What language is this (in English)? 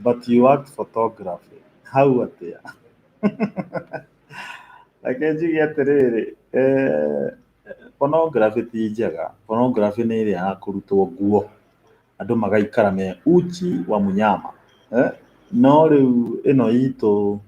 Kikuyu